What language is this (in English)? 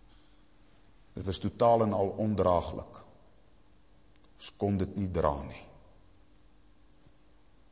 Afrikaans